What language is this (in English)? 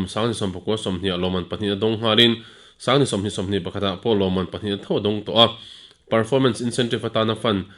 Mizo